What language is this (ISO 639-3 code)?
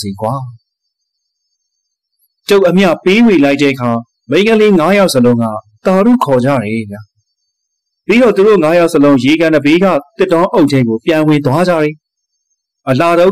mya